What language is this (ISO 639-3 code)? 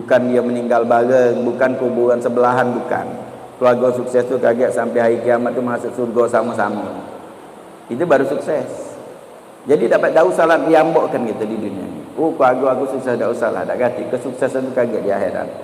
mui